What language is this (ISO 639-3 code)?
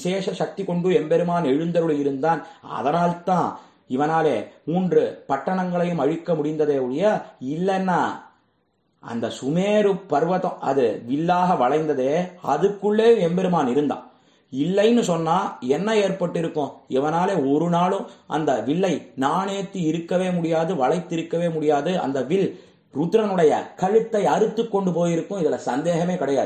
tam